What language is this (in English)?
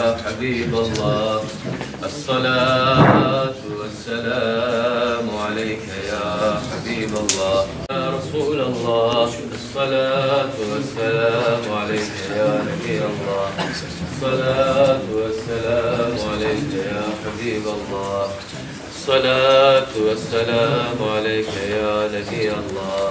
Kurdish